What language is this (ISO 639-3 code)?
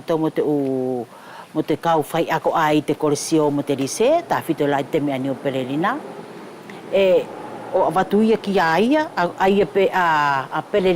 wls